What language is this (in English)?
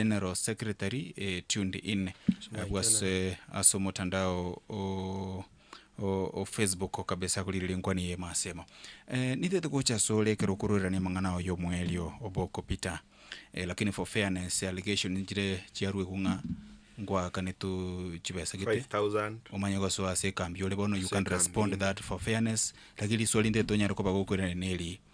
Gusii